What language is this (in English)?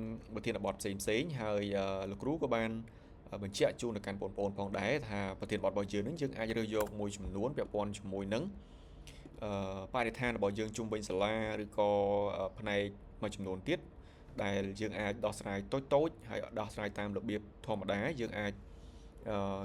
Khmer